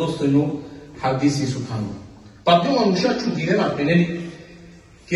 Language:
Balkan Romani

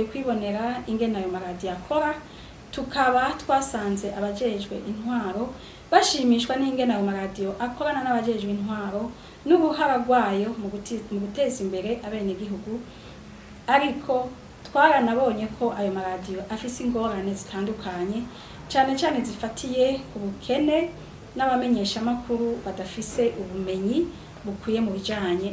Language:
Rundi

